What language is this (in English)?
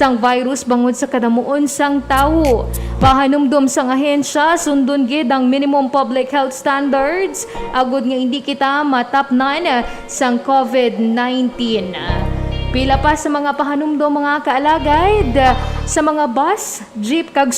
Hiligaynon